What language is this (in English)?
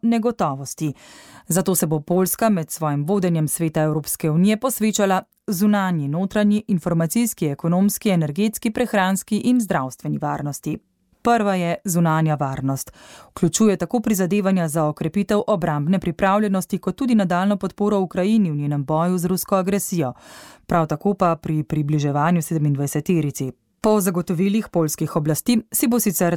Slovenian